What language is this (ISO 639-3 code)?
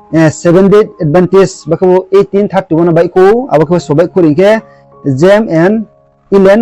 ria